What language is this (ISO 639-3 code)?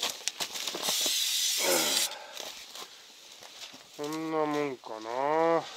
jpn